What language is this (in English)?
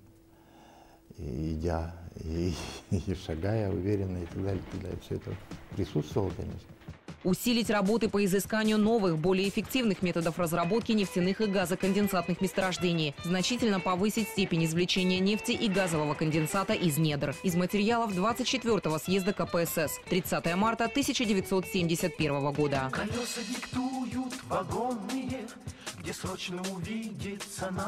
Russian